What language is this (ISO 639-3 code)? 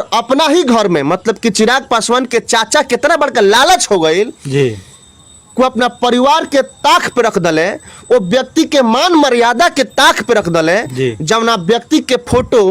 bho